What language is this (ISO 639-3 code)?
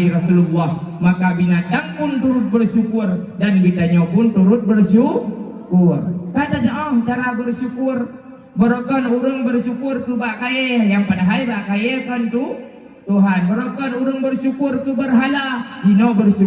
ace